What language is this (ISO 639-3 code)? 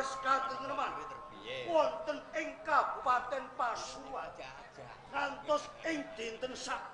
jav